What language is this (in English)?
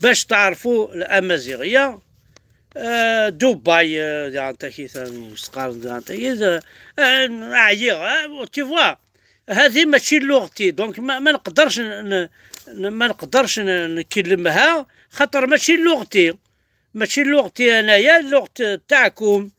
Kabyle